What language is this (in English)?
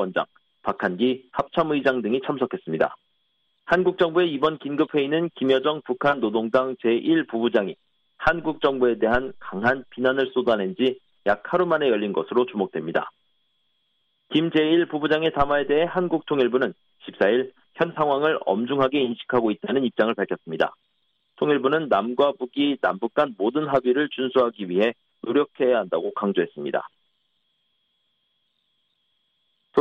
Korean